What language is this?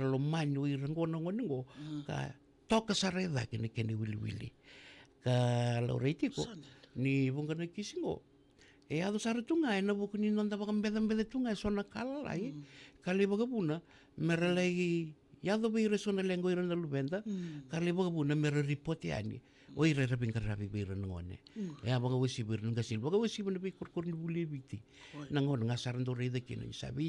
Fijian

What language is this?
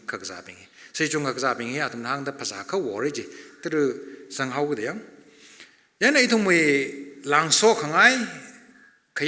Tangkhul Naga (India)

